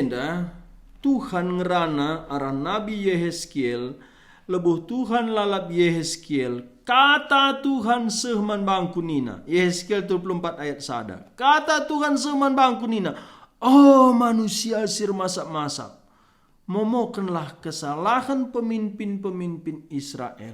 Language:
Batak Karo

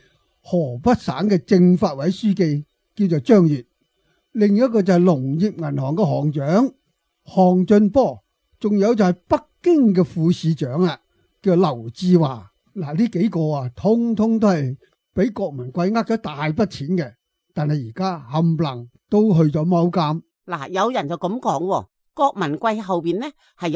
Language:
Cantonese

